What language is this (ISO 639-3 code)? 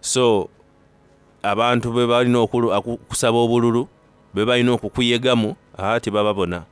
xog